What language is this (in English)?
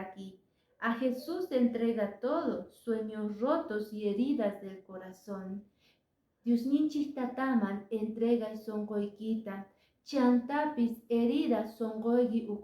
Quechua